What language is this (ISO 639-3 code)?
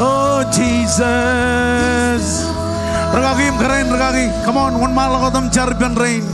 mah